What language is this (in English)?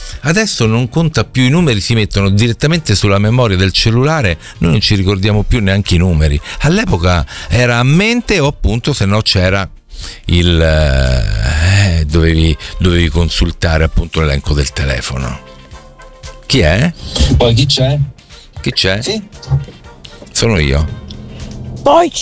Italian